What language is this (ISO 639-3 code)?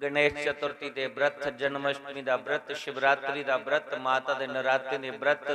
doi